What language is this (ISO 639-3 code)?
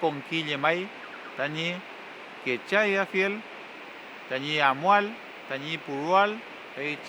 arn